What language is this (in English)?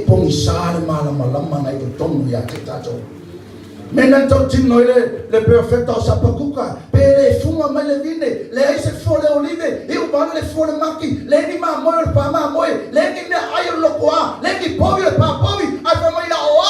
Samoan